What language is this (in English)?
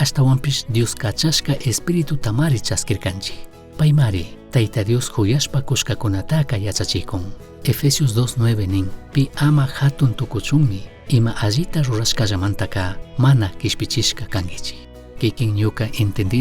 Chimborazo Highland Quichua